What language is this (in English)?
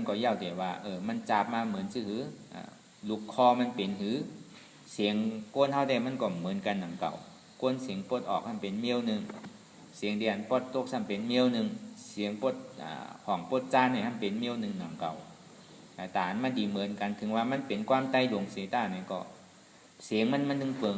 Shan